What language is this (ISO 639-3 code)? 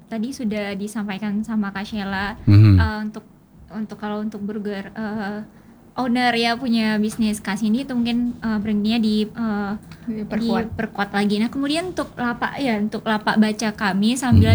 ind